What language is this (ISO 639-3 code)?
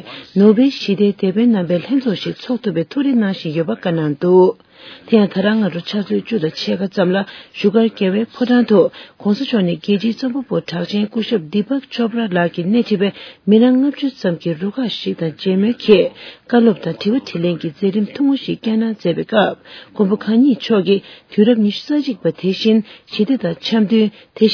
bod